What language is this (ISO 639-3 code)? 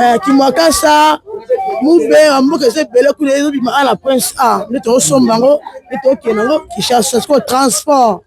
lin